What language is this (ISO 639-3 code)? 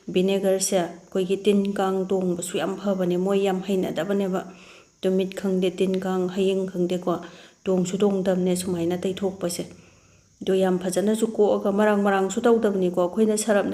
mni